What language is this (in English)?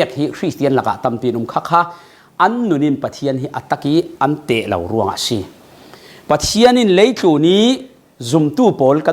Falam Chin